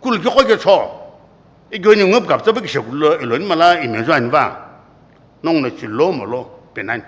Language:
Sumi Naga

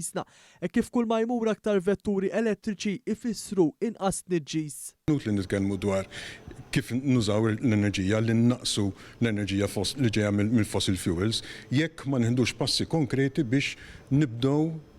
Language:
Maltese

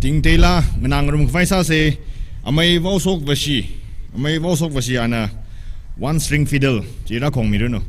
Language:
Tangkhul Naga (India)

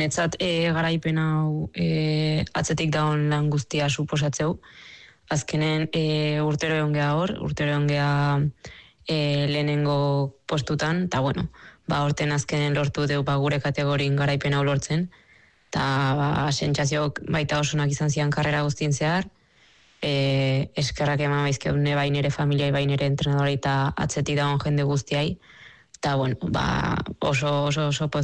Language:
Basque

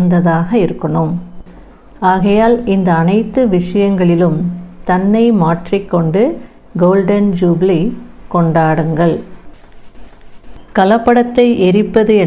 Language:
Tamil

